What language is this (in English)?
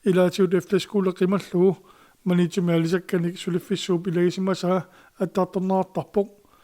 Kalaallisut